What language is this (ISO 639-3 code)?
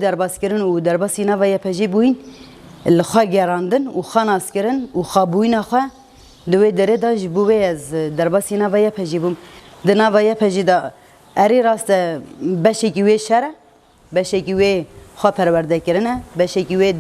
kur